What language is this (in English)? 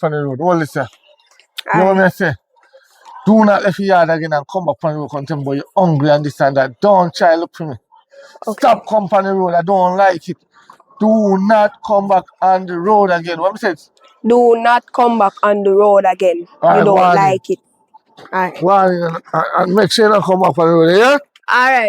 Jamaican Creole English